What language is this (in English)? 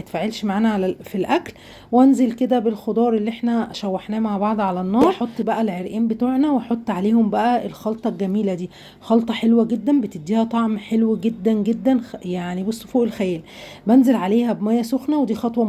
Egyptian Arabic